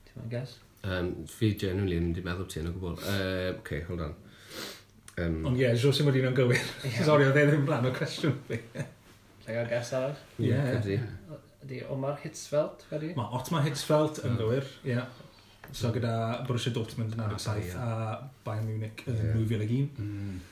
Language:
Welsh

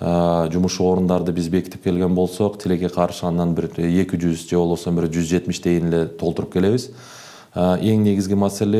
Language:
Kyrgyz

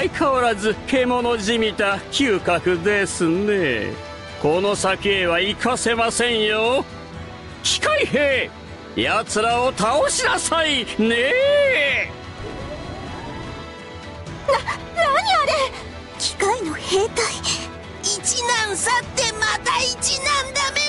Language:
Japanese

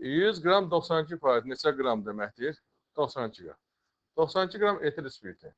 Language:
Azerbaijani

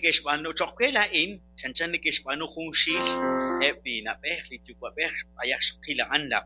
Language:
Kekchí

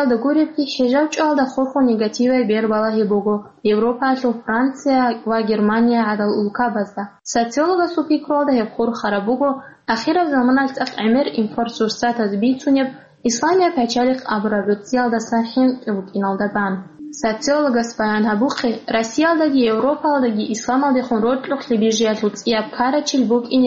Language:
Avaric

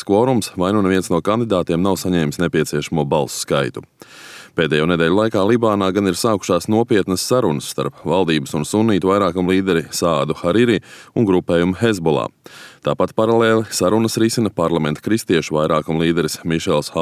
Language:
Latvian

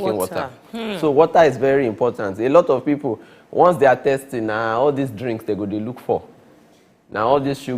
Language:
Nigerian Pidgin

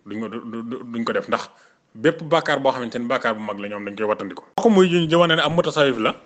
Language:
Wolof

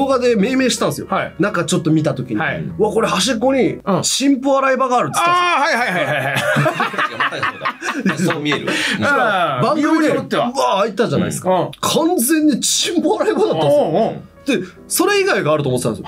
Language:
Japanese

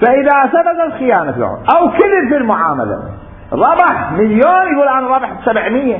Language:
Mesopotamian Arabic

